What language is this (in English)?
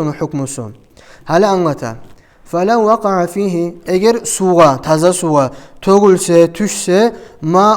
Kumyk